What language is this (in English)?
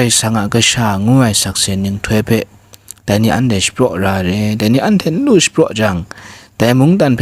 Kachin